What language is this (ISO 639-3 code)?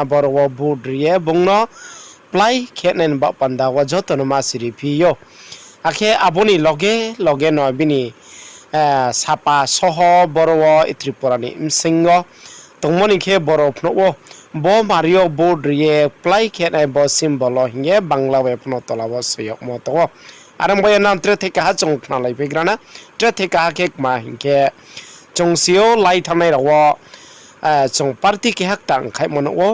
ria